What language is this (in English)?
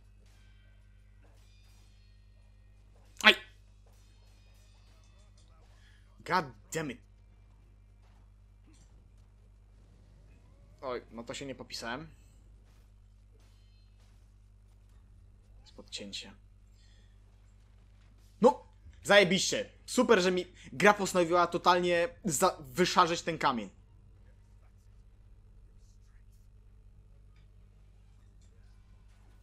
Polish